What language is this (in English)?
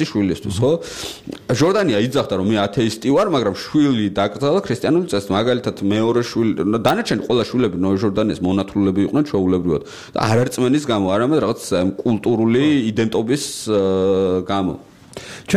Georgian